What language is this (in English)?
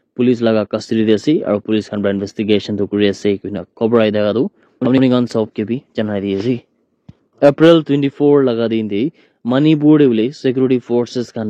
Naga Pidgin